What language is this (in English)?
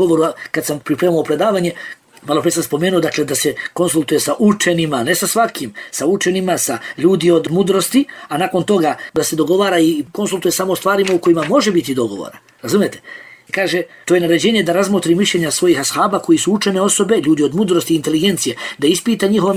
Bosnian